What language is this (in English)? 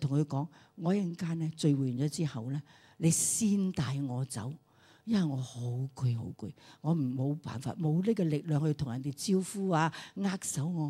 Cantonese